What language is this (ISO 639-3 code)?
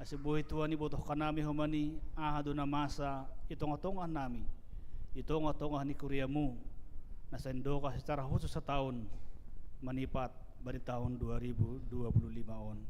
bts